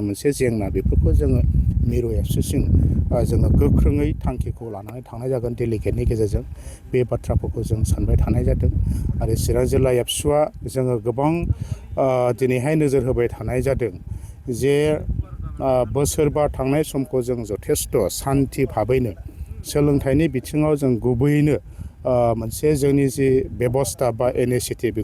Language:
Bodo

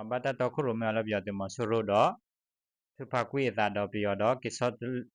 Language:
S'gaw Karen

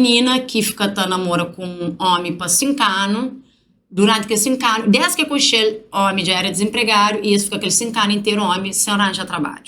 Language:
Kabuverdianu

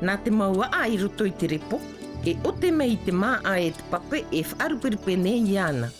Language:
Tahitian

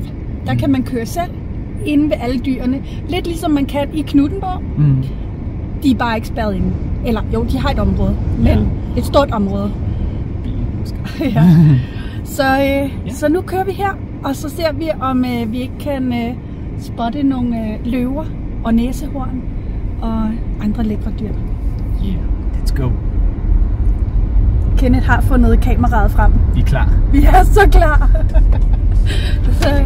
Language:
Danish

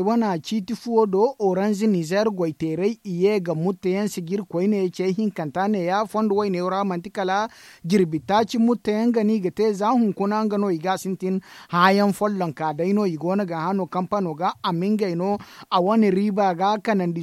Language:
Zarma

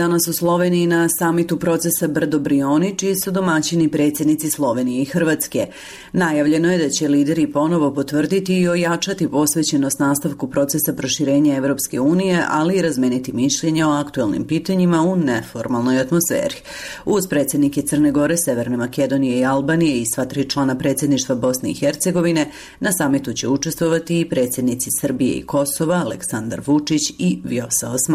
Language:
Croatian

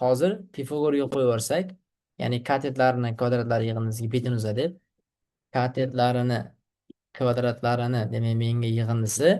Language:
Uzbek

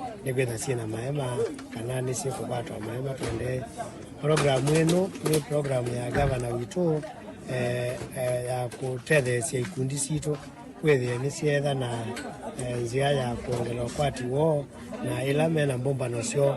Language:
Kamba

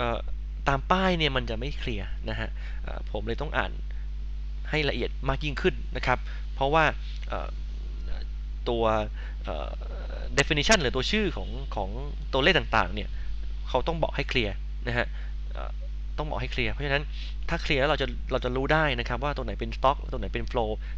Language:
Thai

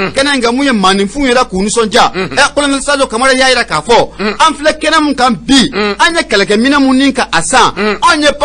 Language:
Bambara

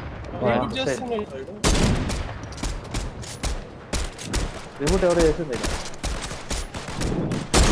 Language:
Telugu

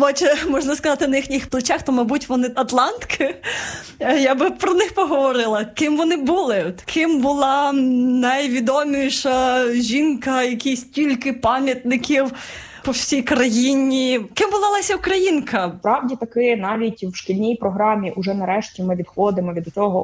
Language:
Ukrainian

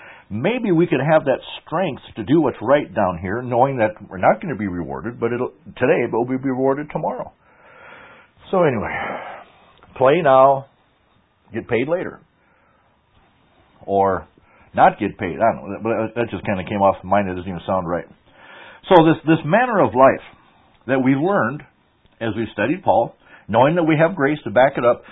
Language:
English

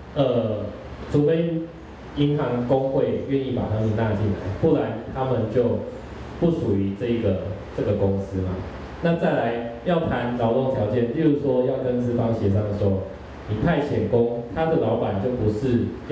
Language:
Chinese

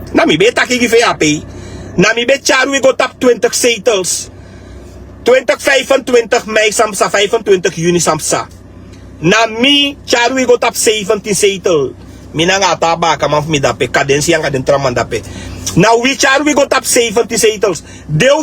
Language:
Sranan Tongo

